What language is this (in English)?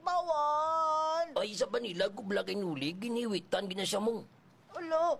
Hiligaynon